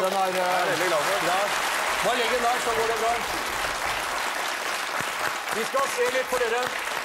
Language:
Norwegian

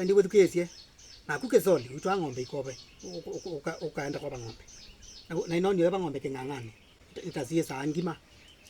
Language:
Kamba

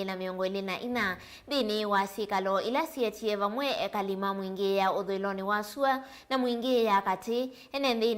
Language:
Kamba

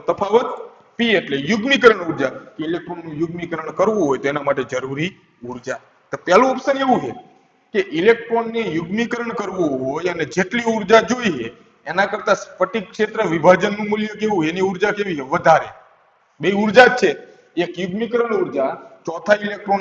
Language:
Gujarati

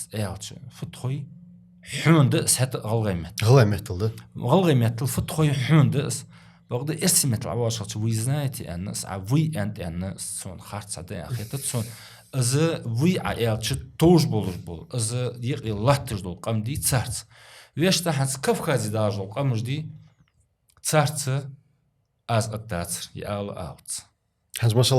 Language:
Ingush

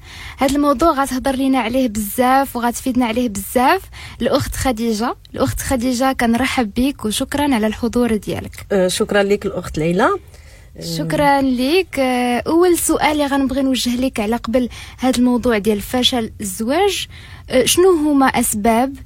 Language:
Moroccan Arabic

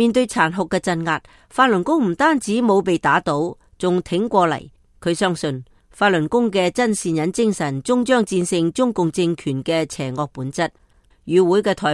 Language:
Cantonese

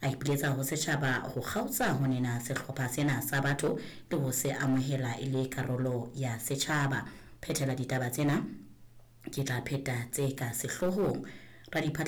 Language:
Southern Sotho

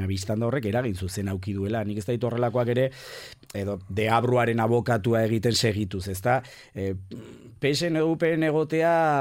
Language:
Basque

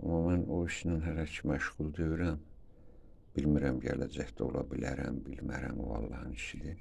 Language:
Azerbaijani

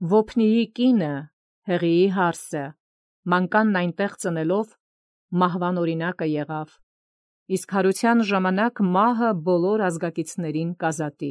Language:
Armenian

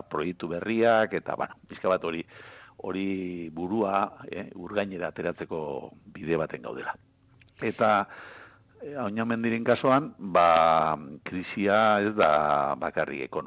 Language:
Basque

